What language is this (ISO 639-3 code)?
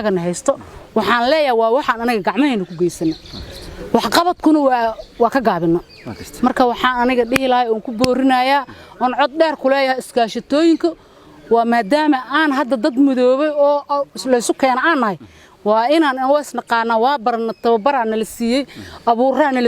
som